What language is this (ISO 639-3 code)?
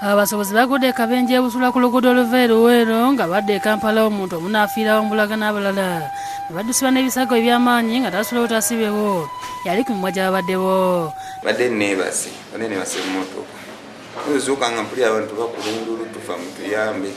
lug